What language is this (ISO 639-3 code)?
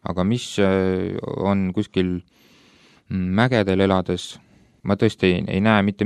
est